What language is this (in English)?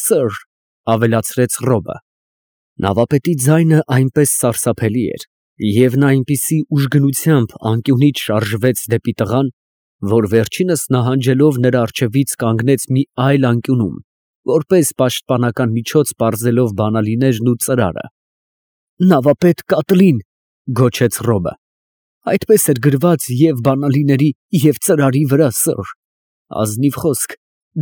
Armenian